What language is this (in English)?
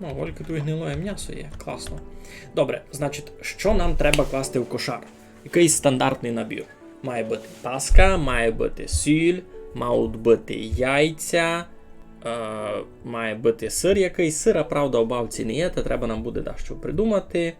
Rusyn